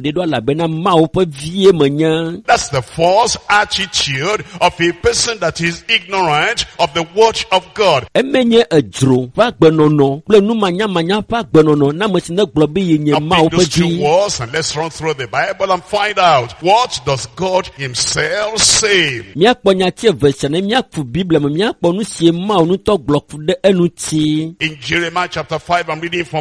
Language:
Ewe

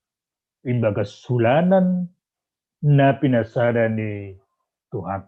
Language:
Batak Simalungun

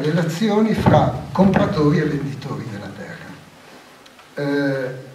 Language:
Italian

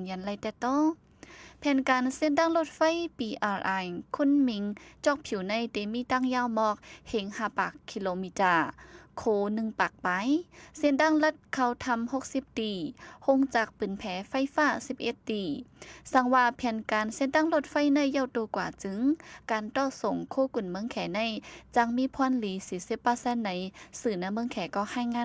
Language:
Shan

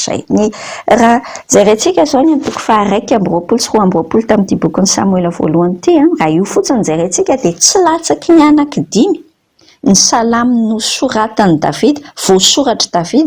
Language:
Malagasy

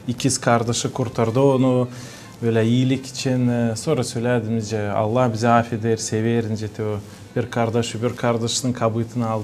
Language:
Gagauz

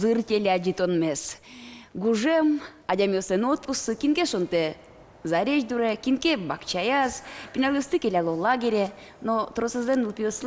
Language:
Udmurt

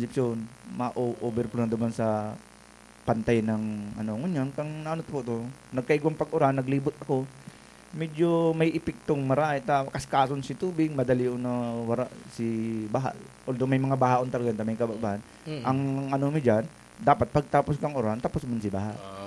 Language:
Bikol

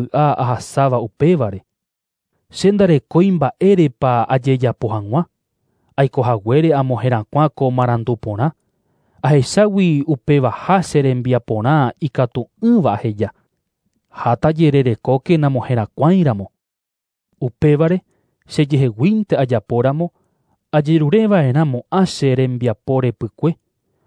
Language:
Guarani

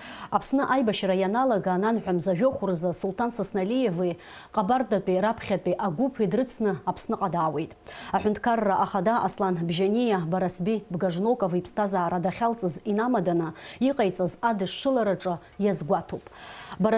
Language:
Abkhazian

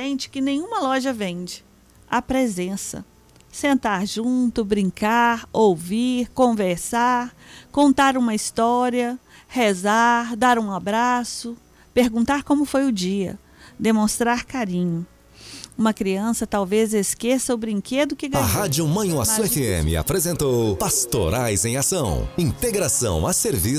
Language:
Portuguese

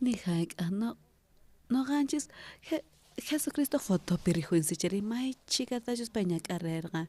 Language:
South Bolivian Quechua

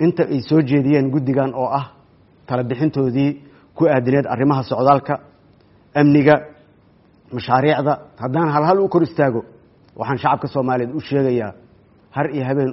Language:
Somali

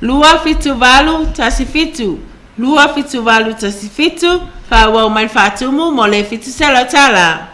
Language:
Samoan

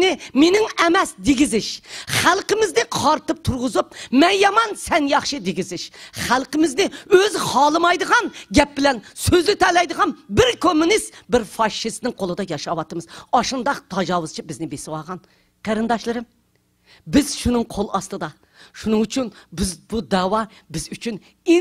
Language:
Uyghur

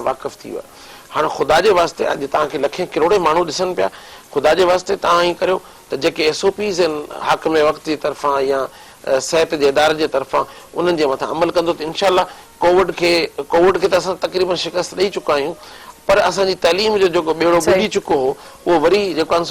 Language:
Sindhi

